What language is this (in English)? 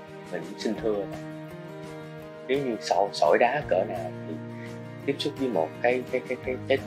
Vietnamese